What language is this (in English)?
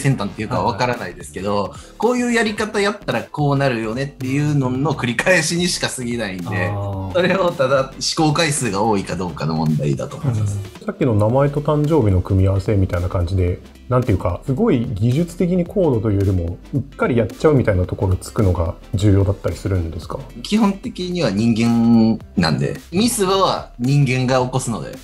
Japanese